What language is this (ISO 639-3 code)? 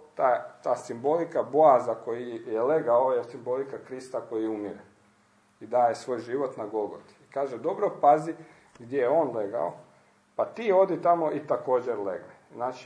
hrv